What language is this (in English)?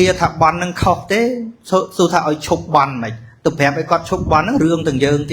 Khmer